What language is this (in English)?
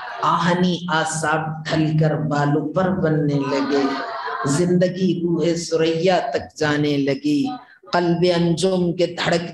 Urdu